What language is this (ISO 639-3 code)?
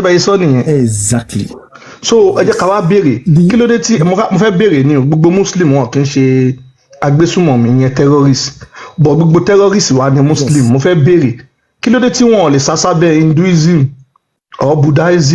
yor